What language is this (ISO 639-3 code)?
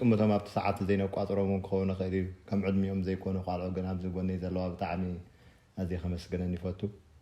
tir